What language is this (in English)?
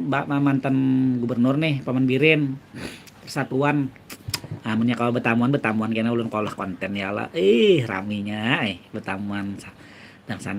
Banjar